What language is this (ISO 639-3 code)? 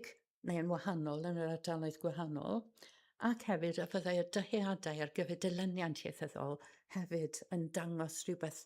cym